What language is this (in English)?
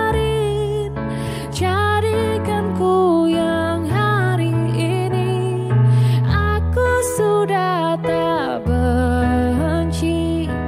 Indonesian